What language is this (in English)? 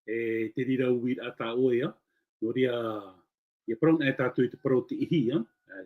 Tahitian